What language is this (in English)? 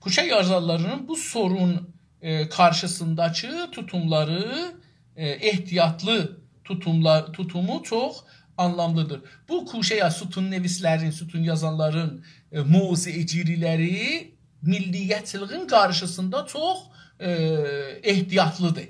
South Azerbaijani